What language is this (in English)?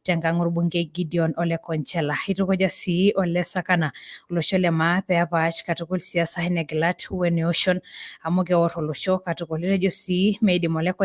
Masai